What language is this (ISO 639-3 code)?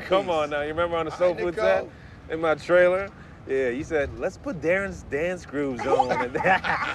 eng